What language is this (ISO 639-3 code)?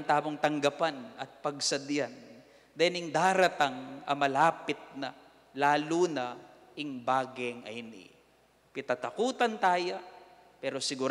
pam